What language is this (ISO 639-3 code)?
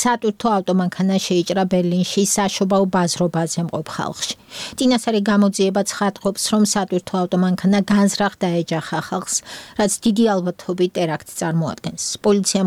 kat